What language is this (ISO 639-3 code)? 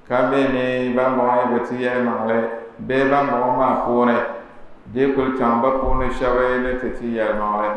dag